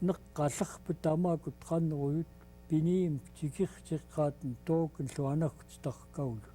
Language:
Central Yupik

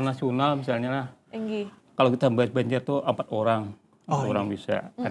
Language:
Banjar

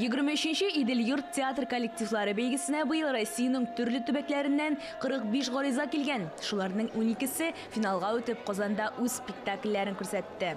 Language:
Tatar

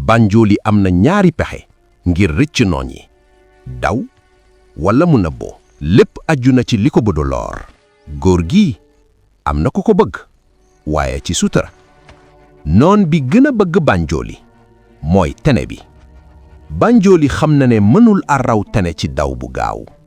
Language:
Wolof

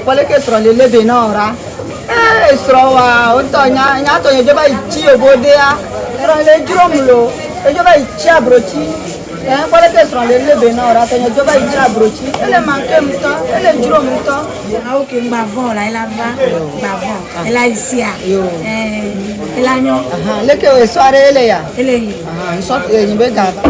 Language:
Ewe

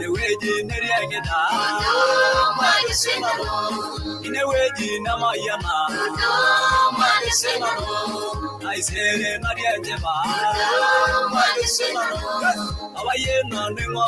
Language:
Masai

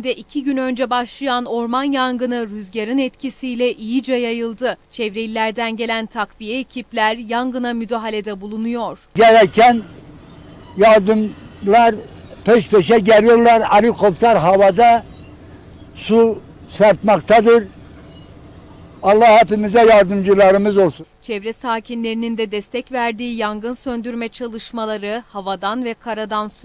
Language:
Turkish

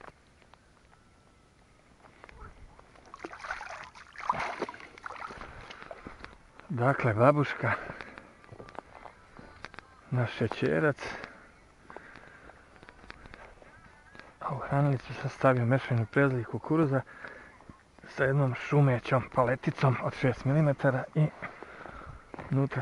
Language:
Serbian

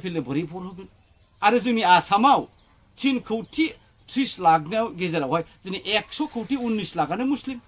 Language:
Bodo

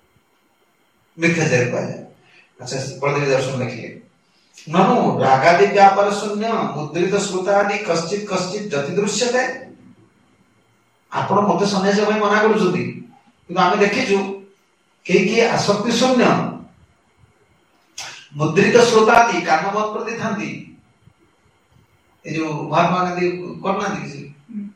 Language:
Odia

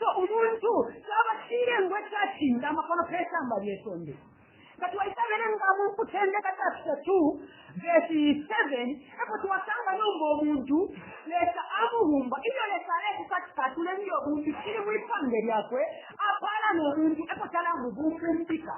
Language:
Bemba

